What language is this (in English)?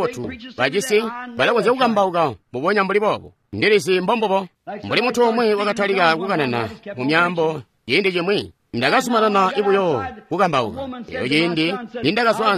Tonga (Zambia)